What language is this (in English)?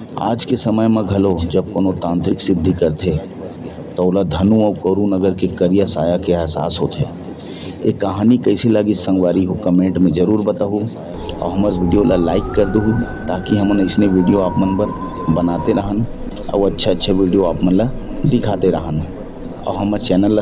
Chhattisgarhi